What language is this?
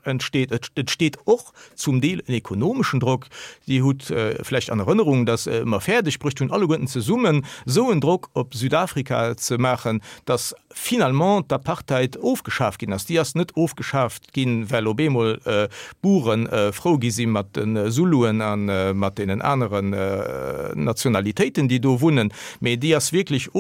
Luxembourgish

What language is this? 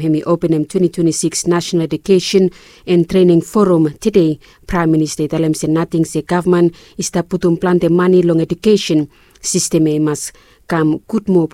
Bislama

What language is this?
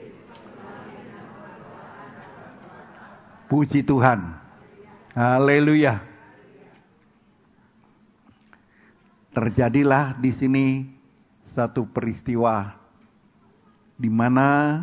Indonesian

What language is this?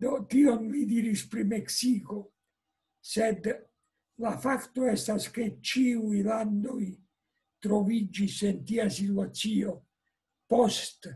Esperanto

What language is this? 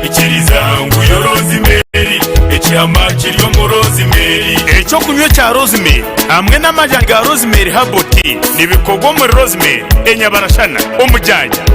Nyankole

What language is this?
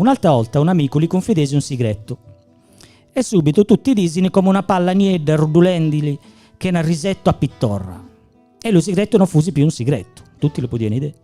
Gallurese Sardinian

